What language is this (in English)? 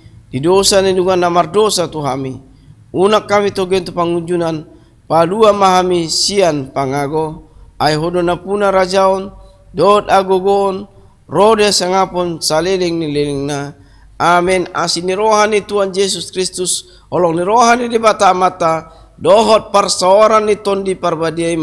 Batak Toba